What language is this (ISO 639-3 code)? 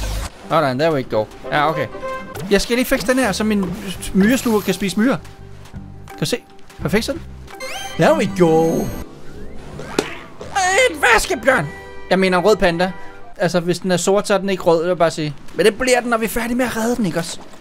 dan